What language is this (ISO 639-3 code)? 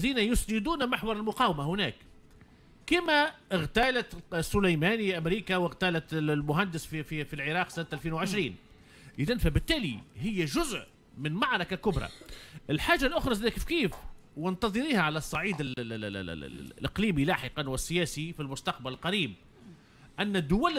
aeb